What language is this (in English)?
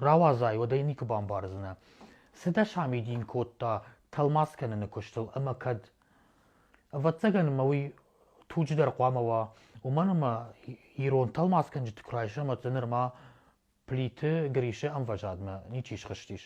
Ossetic